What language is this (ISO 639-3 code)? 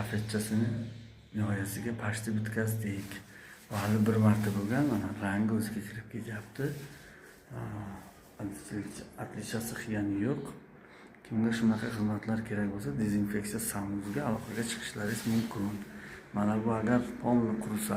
uzb